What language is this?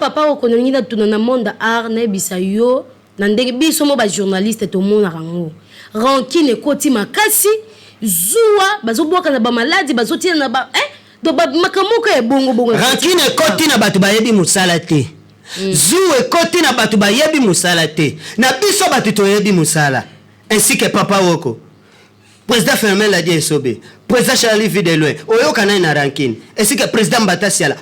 Lingala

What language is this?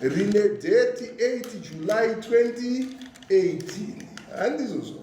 Shona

